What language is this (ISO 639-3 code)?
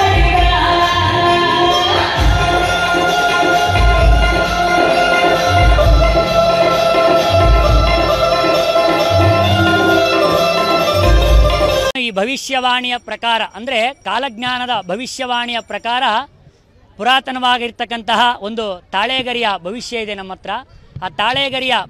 kan